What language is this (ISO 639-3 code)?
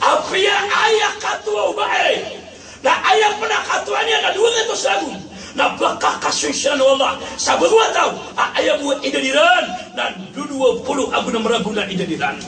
mrw